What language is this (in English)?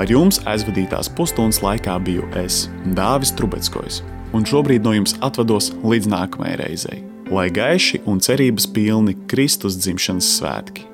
Latvian